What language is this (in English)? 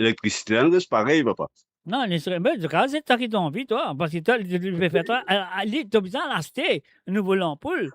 Morisyen